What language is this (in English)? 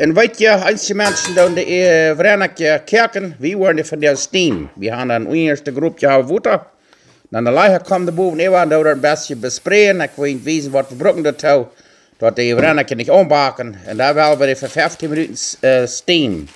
Plautdietsch